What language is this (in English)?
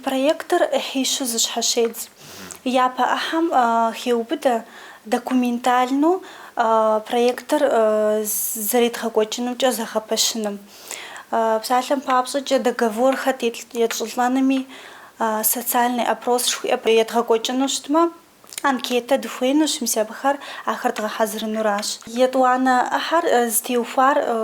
Kabardian